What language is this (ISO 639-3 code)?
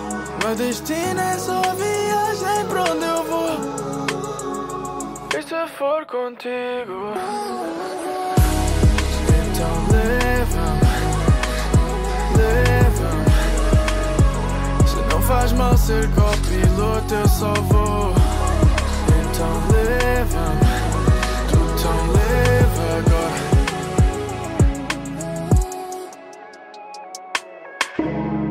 por